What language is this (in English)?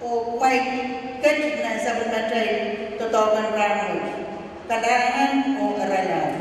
Pohnpeian